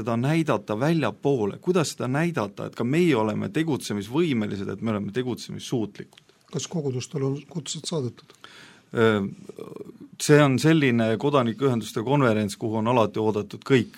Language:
Estonian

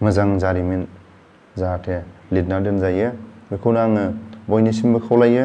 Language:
Bodo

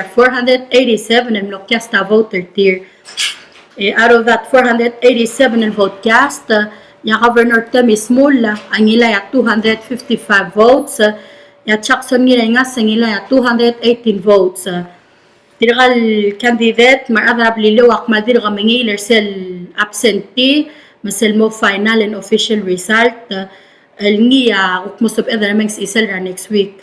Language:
Palauan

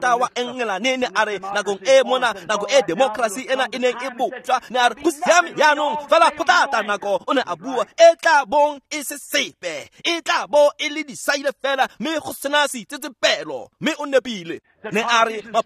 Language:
Tswana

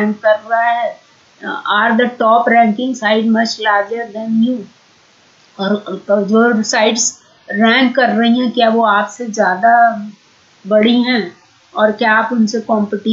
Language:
Hindi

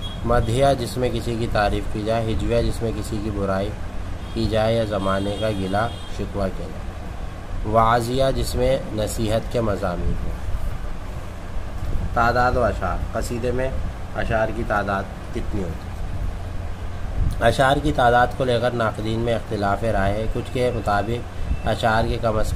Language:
Urdu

